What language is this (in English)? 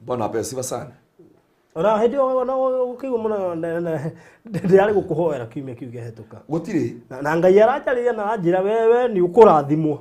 Kikuyu